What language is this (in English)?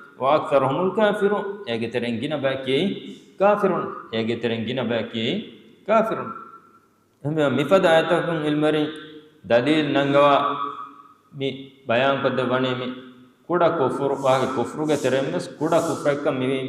Divehi